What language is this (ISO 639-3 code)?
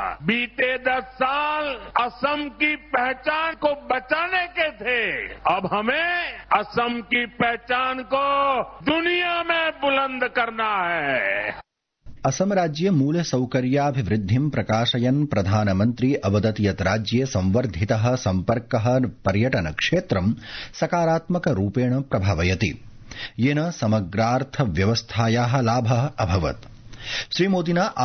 san